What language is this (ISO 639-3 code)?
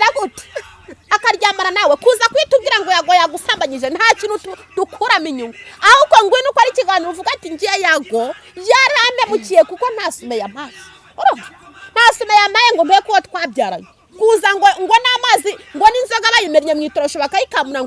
kin